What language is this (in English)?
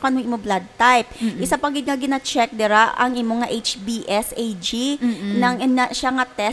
Hiligaynon